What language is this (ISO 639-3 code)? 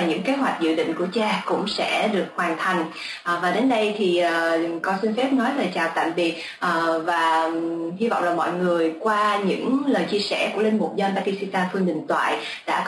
vie